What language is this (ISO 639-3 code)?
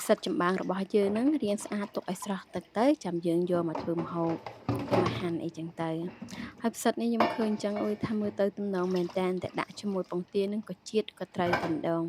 khm